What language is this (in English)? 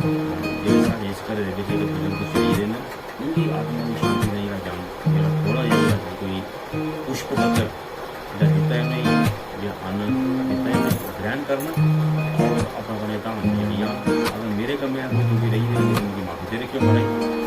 Dogri